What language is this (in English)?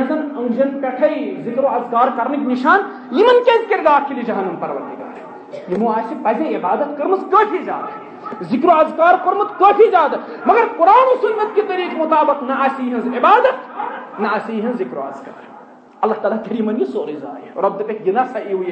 Kashmiri